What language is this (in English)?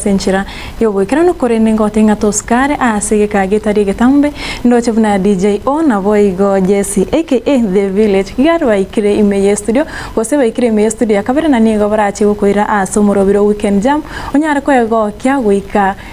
Gusii